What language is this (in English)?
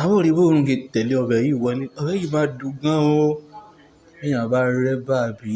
Yoruba